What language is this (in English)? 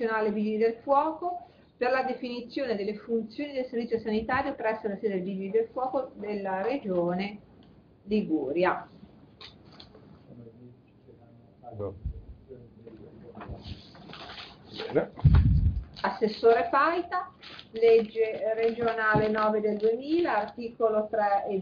Italian